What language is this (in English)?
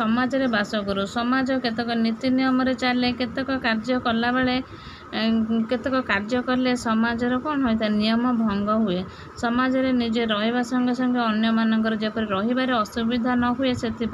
Odia